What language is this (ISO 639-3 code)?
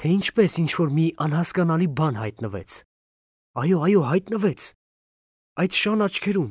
hye